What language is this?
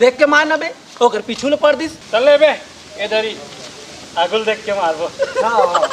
Chhattisgarhi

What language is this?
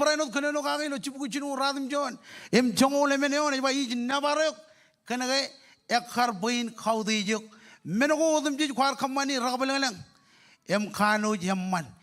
Marshallese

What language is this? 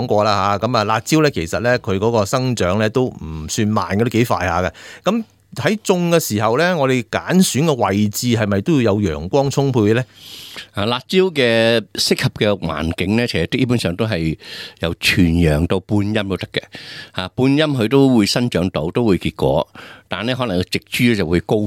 Cantonese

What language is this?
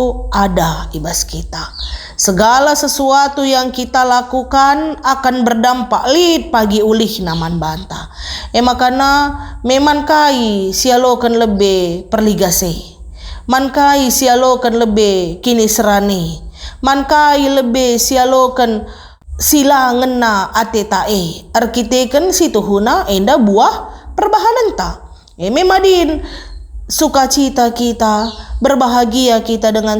Batak Karo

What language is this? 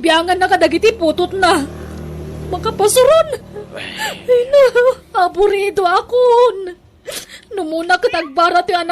Iloko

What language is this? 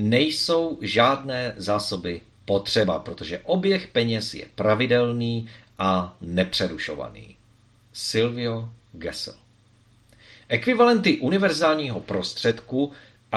Czech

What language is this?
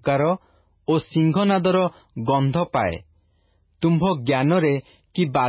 Odia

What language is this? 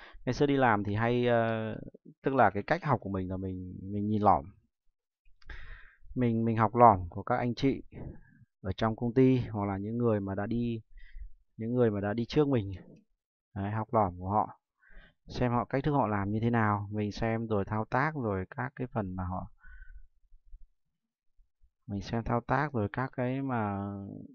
Vietnamese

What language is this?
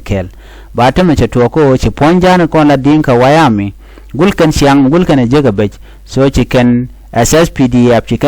Nuer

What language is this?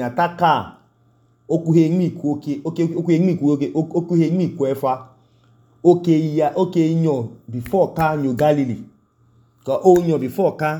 Idoma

